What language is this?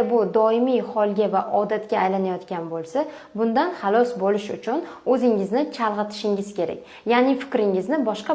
Uzbek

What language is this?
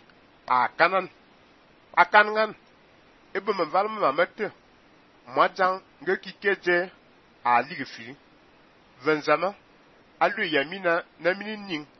Fang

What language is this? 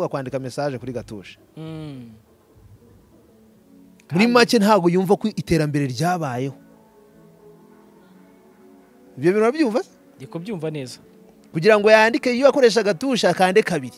Kinyarwanda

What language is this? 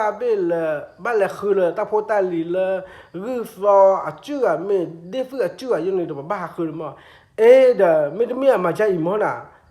S'gaw Karen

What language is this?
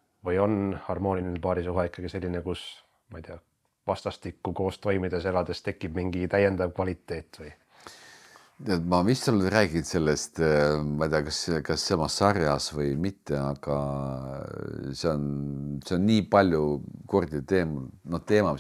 Estonian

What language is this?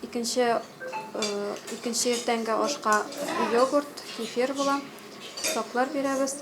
Tatar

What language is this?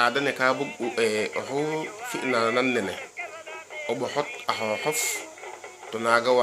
Serer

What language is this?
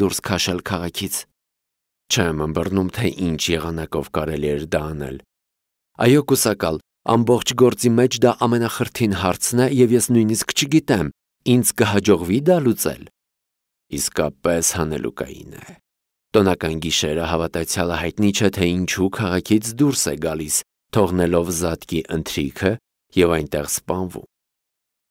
Armenian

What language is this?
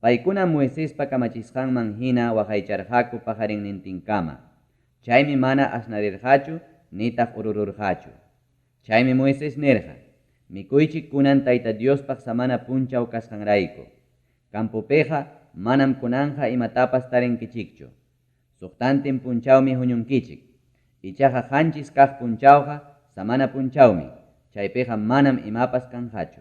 Ayacucho Quechua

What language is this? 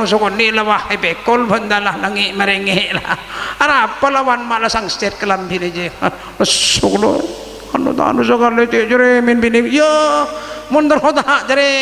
Madurese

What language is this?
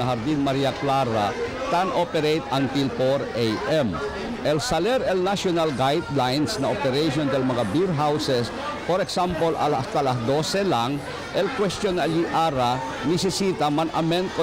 Chavacano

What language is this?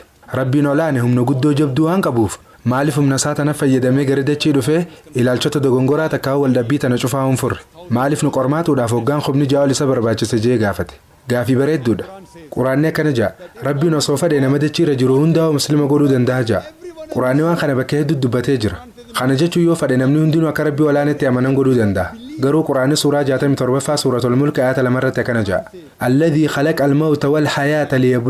Oromo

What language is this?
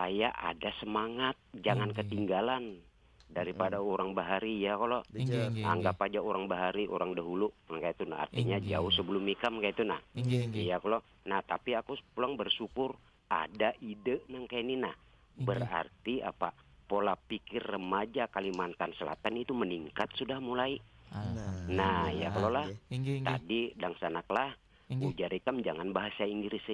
Banjar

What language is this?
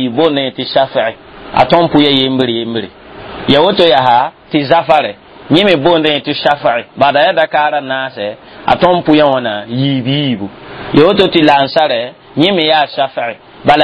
Mossi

